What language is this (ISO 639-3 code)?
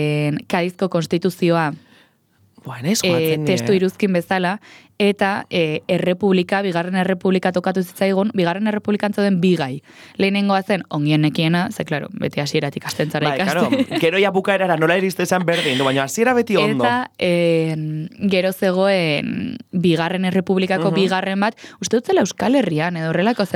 eus